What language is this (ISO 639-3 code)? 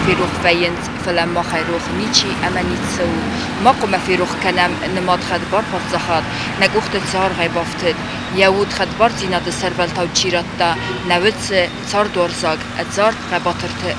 oss